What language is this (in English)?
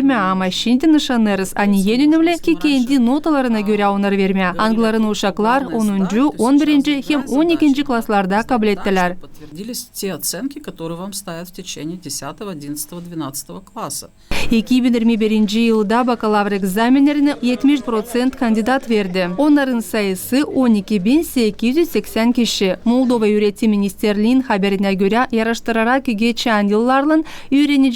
Gagauz